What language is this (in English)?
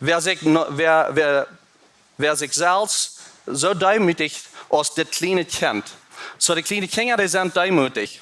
Plautdietsch